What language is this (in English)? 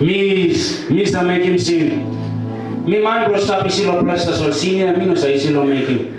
Tok Pisin